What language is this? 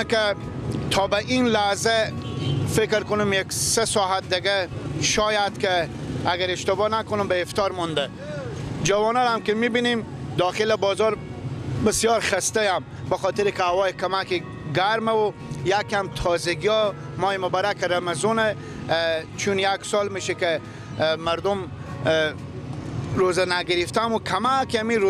Persian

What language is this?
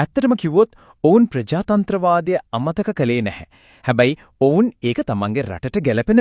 Sinhala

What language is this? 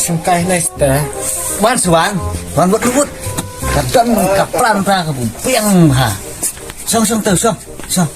Khasi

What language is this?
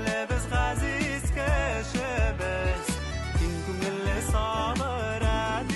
Bashkir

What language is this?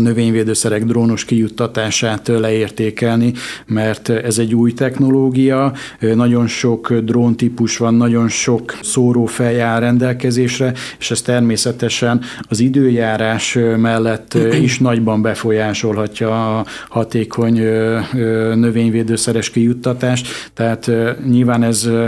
Hungarian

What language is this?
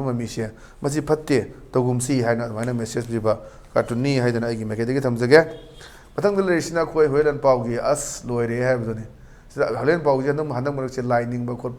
Manipuri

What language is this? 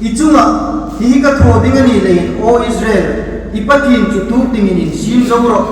Hmar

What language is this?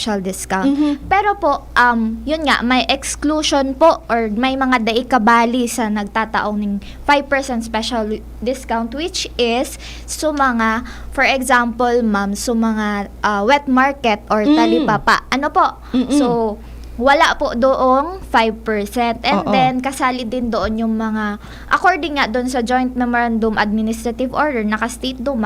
Bikol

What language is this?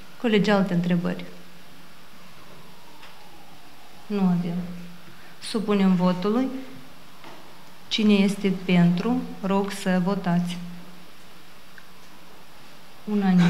Romanian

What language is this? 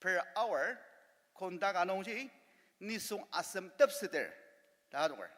Ao Naga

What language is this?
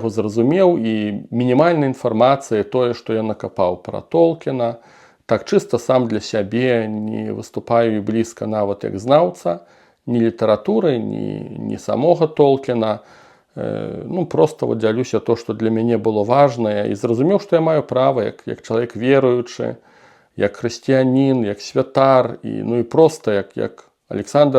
Belarusian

